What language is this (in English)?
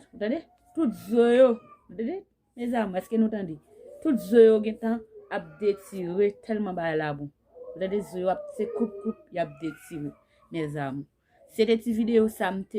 Haitian Creole